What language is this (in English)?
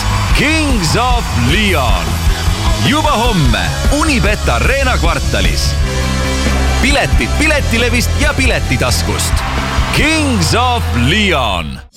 Estonian